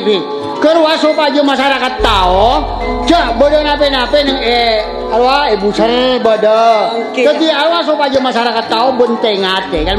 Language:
Madurese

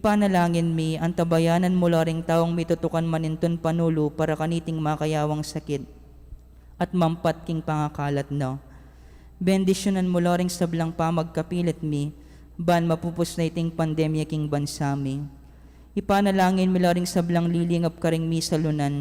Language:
Pampanga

